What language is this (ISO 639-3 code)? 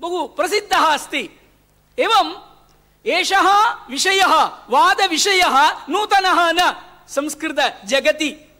san